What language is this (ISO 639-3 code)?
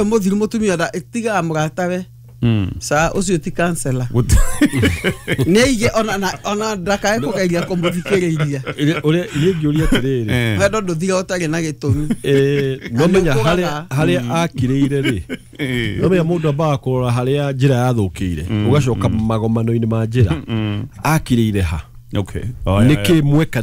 kik